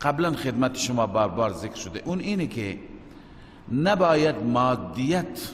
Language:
Persian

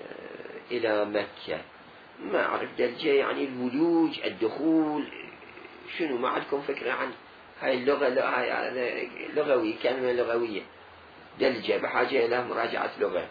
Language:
Mesopotamian Arabic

